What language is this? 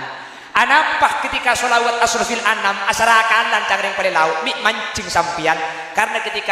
Madurese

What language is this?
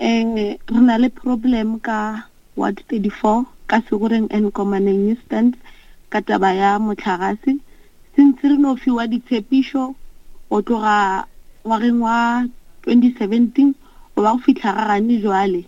Northern Sotho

